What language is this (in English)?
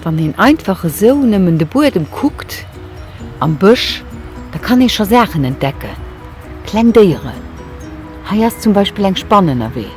Luxembourgish